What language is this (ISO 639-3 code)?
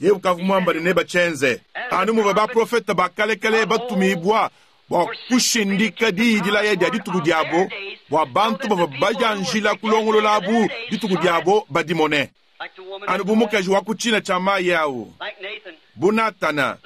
lua